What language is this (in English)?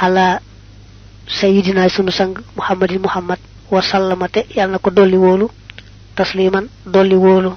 Wolof